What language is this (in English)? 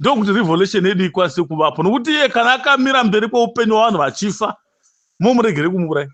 Shona